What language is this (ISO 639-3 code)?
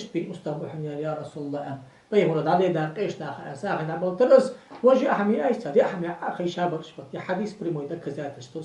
inh